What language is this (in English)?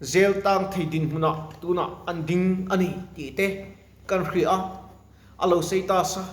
Mizo